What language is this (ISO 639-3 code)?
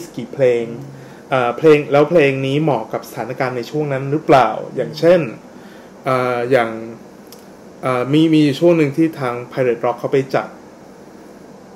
tha